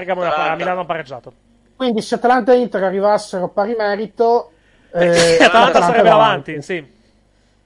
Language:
Italian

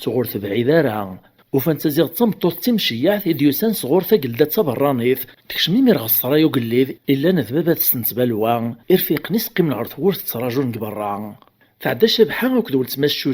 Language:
Kabyle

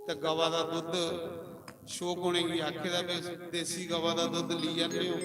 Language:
Dogri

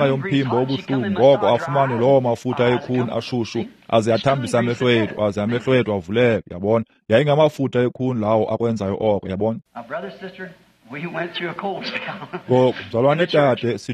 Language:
Xhosa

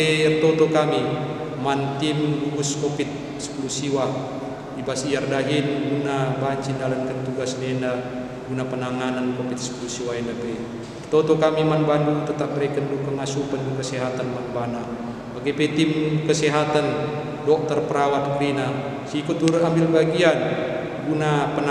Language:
Batak Karo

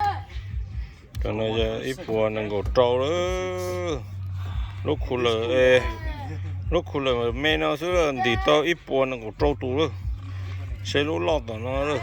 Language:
Hmong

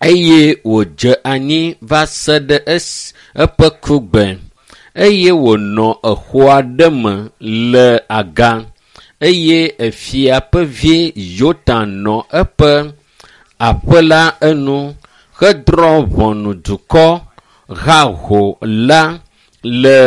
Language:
Ewe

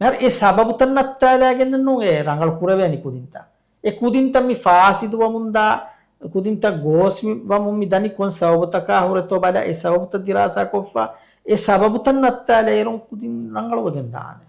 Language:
Divehi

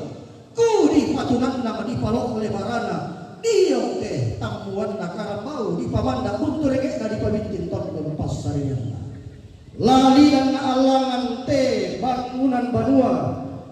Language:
Toraja-Sa'dan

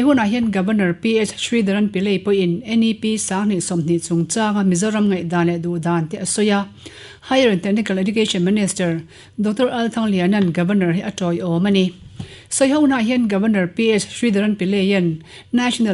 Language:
Mizo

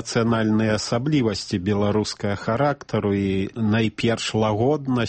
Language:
Belarusian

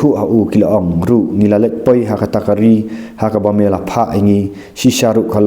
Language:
Khasi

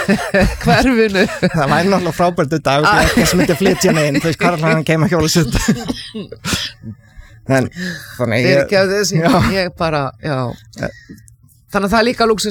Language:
Icelandic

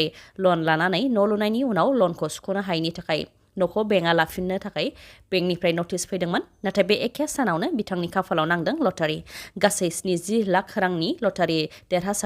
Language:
Bodo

